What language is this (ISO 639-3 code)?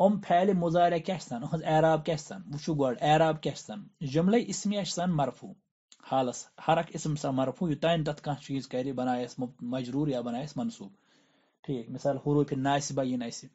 kas